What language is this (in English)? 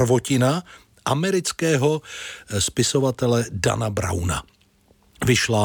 Czech